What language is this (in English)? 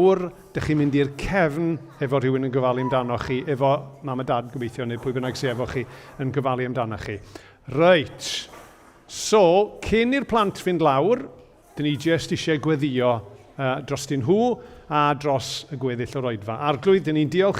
Welsh